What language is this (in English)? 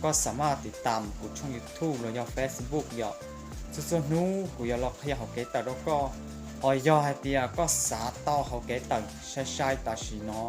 Hmong